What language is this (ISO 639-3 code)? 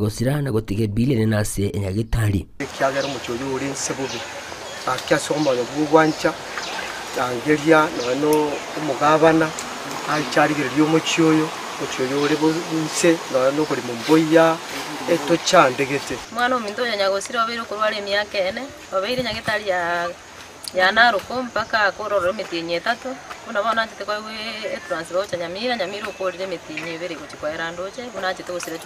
guz